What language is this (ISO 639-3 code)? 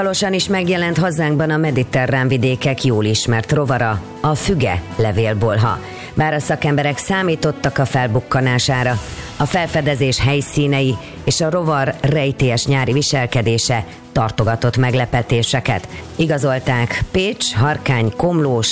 hun